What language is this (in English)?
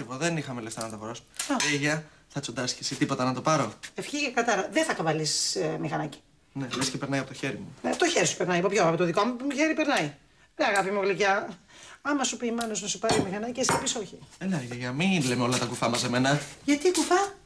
Greek